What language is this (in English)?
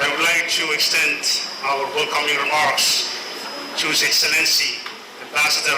Pohnpeian